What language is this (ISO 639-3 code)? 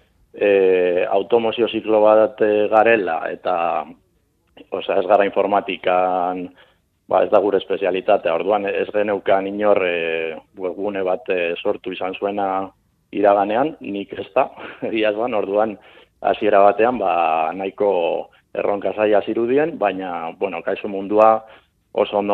eus